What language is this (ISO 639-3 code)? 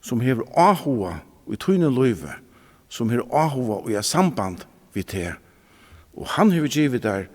fao